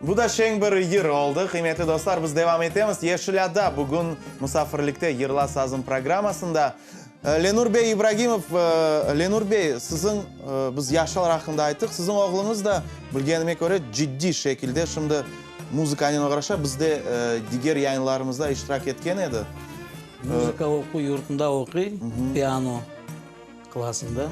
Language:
Crimean Tatar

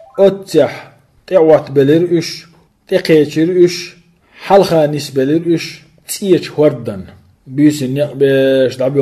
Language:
Chechen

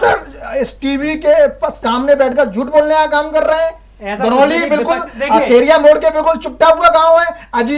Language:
Hindi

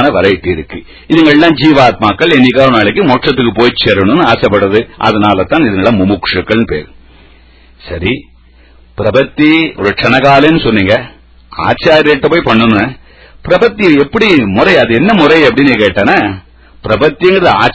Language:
Tamil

